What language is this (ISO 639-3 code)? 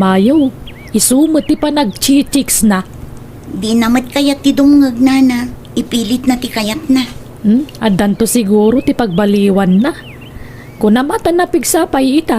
ilo